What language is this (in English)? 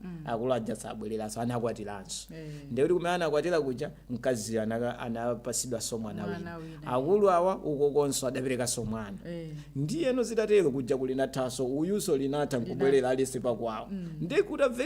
Nyanja